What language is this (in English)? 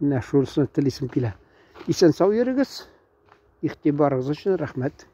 Tatar